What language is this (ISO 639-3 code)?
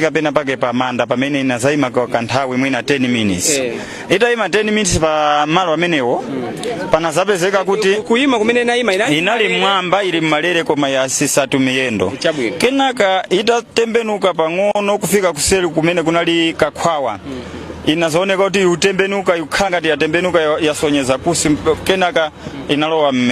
nya